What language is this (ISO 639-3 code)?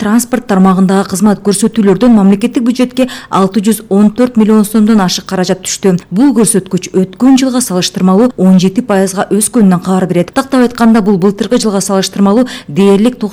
kir